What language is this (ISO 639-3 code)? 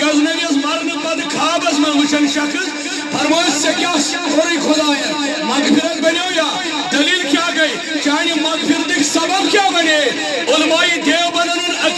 kas